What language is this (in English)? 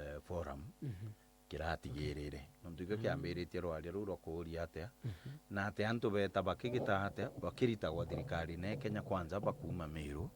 Meru